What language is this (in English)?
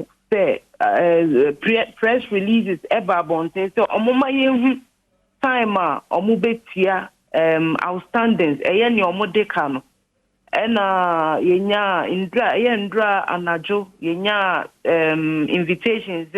Akan